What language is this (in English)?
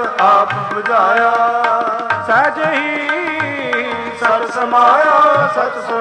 Punjabi